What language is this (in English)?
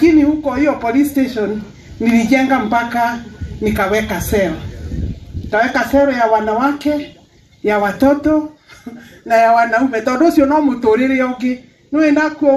Kikuyu